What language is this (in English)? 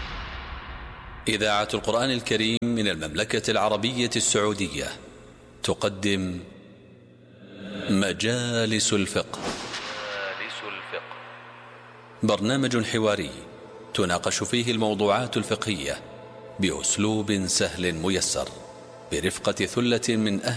Arabic